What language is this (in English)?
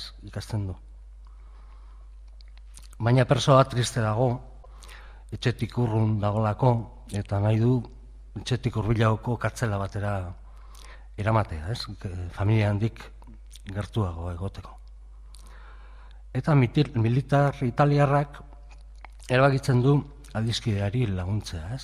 Basque